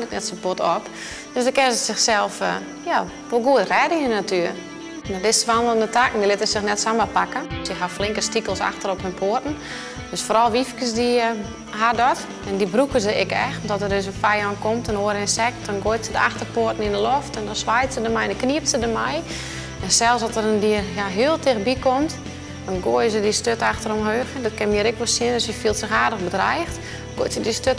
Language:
Western Frisian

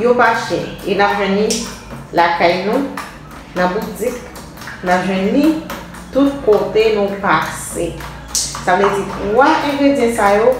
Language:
Haitian Creole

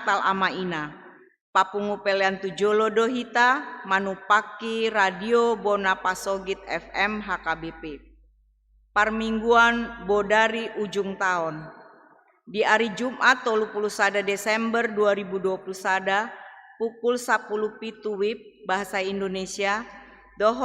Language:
Batak Toba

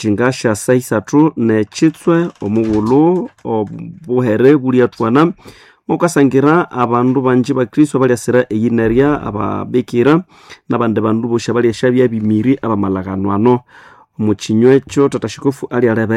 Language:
Nande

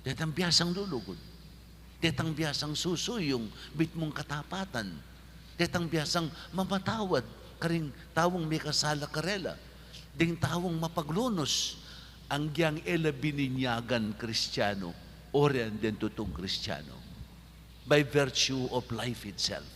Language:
Pampanga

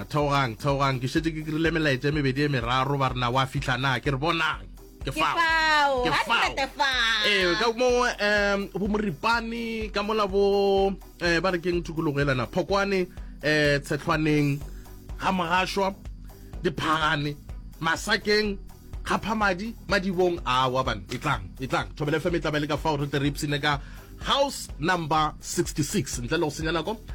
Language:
Northern Sotho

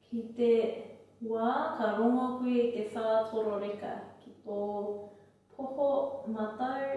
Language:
Māori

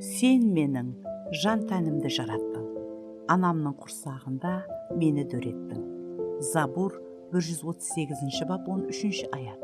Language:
Kara-Kalpak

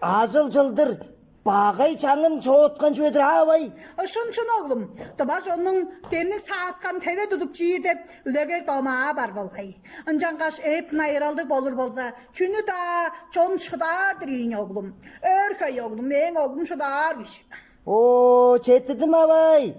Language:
Tuvinian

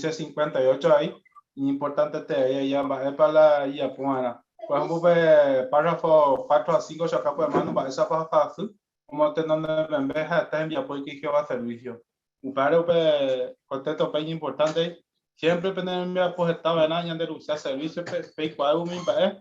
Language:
Guarani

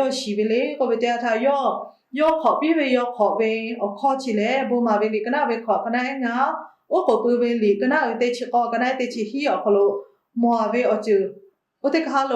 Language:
Lahu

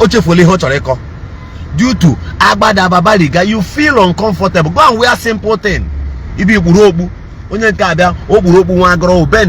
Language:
Igbo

